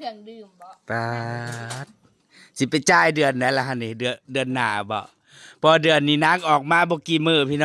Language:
Northeastern Thai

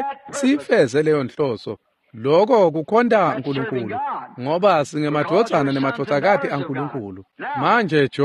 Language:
Swati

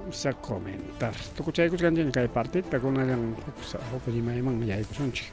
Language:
Ayacucho Quechua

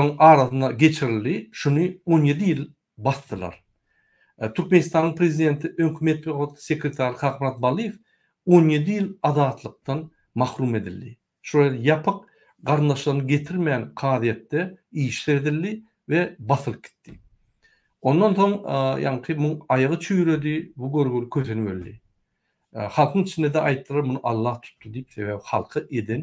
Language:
Turkmen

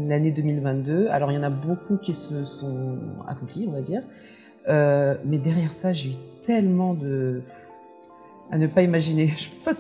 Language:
French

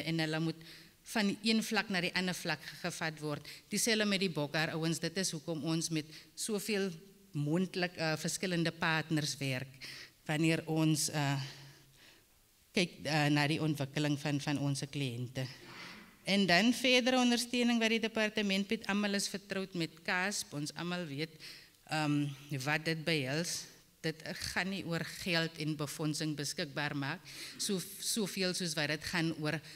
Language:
Afrikaans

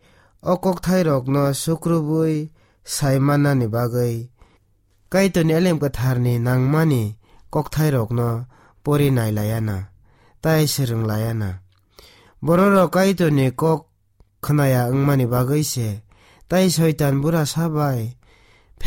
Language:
Kok Borok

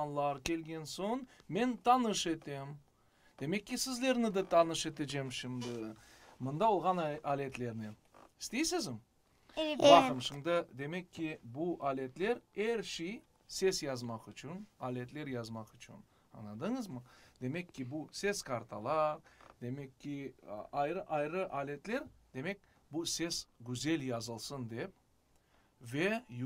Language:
Crimean Tatar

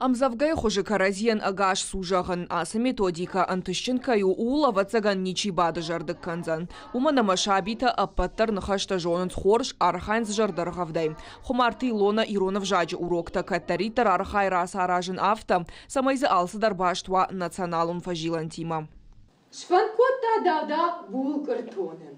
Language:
Ossetic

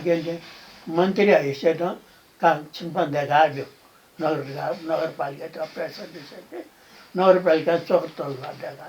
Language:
Newari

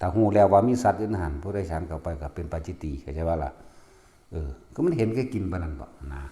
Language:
Northeastern Thai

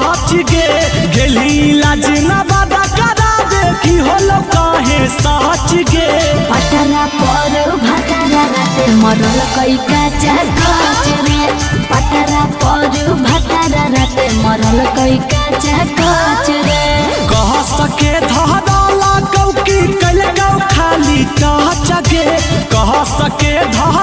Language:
Magahi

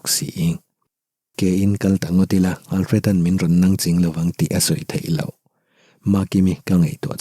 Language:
Mizo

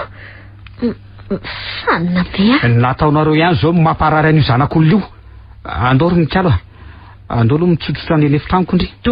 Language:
Malagasy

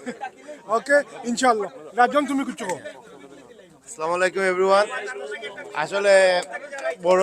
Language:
Sylheti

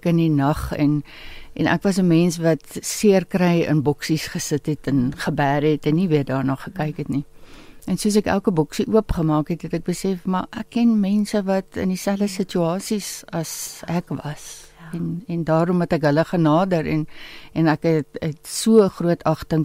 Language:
Afrikaans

